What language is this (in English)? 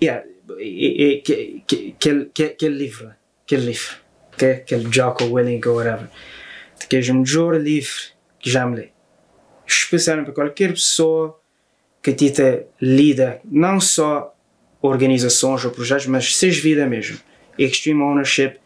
Kabuverdianu